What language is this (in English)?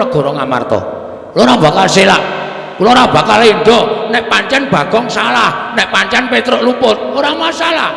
Javanese